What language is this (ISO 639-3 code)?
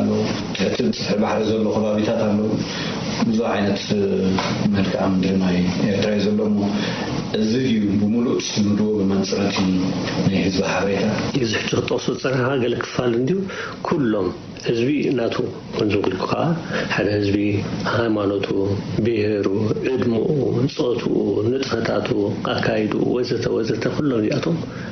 tir